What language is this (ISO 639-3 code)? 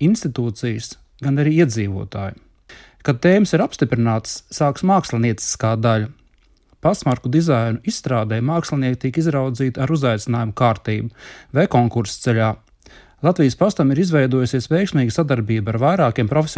lav